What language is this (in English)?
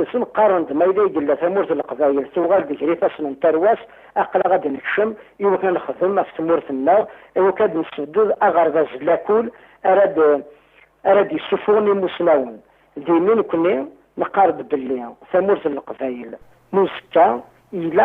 Kabyle